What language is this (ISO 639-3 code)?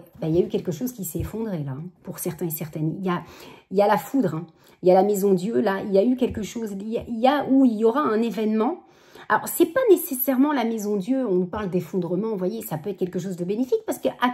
fra